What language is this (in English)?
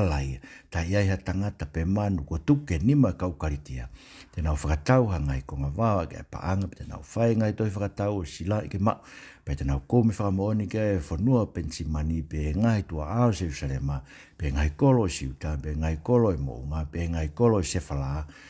Tongan